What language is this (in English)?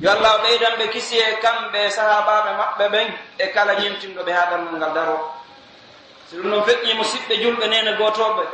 Pular